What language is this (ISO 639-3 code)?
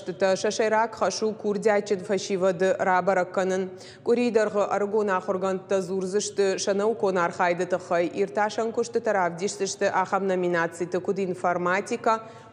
oss